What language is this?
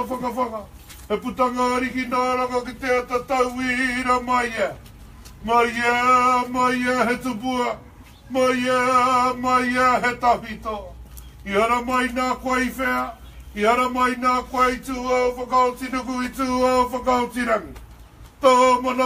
Māori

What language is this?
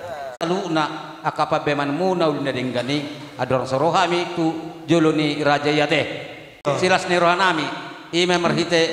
Batak Toba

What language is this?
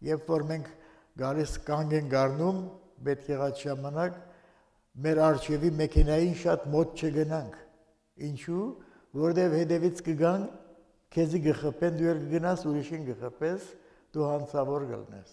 Armenian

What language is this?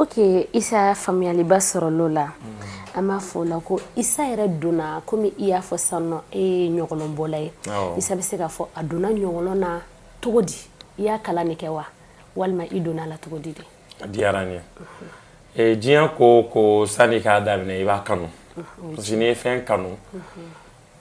Bambara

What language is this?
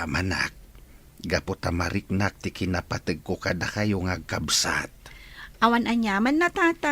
Iloko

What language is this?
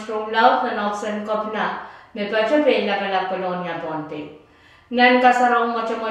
Pohnpeian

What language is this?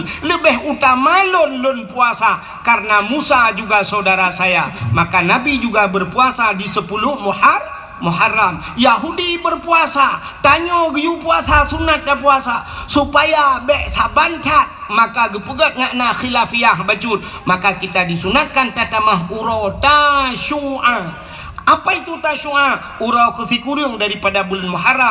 Achinese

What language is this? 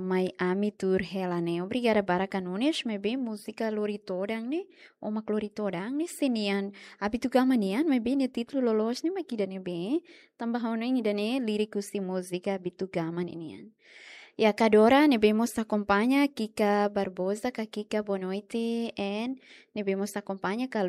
Tetum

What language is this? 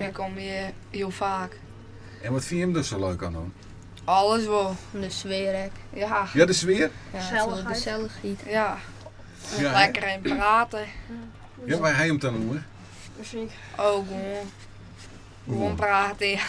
Western Frisian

